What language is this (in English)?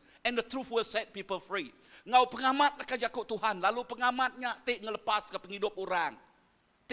Iban